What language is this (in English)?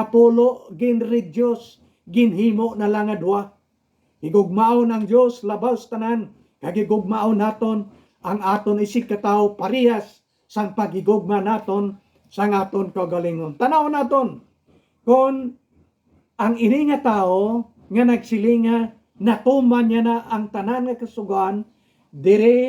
Hiligaynon